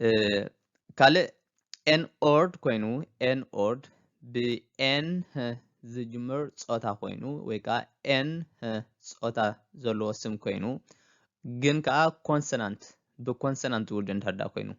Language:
Tigrinya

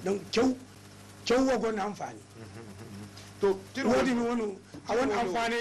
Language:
Zarma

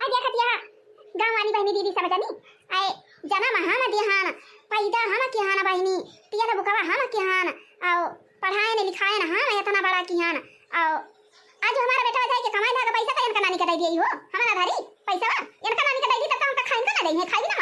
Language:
Awadhi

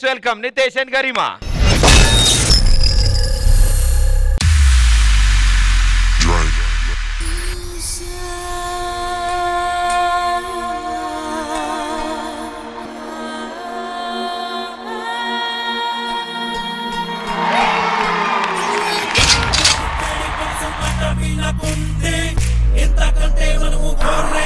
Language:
Telugu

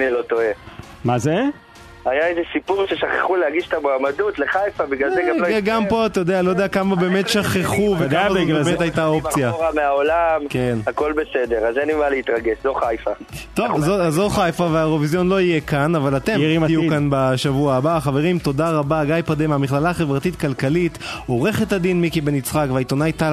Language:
Hebrew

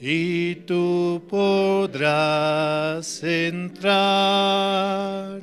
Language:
South Bolivian Quechua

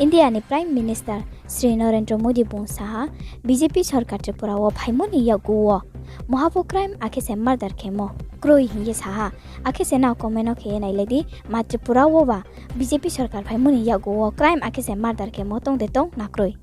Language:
Riang (India)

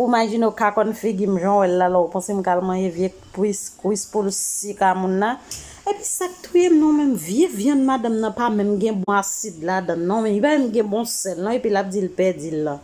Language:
Haitian Creole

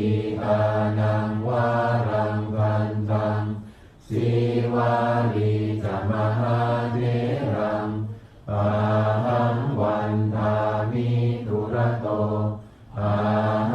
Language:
Pali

